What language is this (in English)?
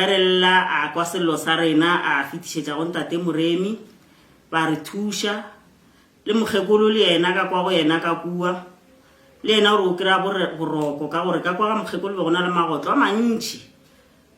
Northern Sotho